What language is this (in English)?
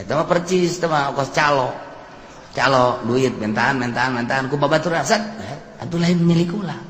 Sundanese